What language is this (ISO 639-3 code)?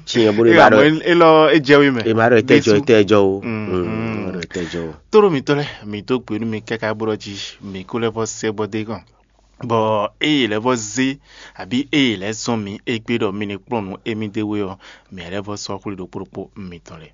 fon